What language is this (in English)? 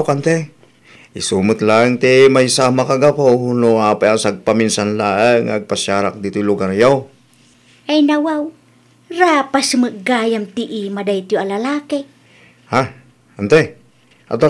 Iloko